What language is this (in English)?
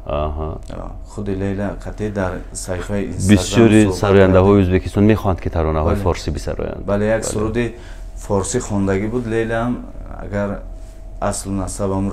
Tajik